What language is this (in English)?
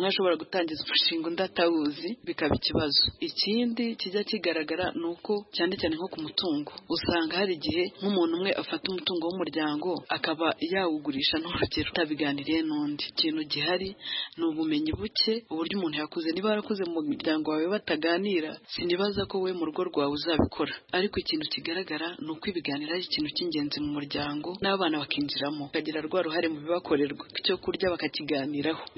Kinyarwanda